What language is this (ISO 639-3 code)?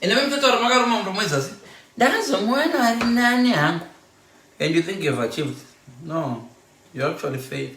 sna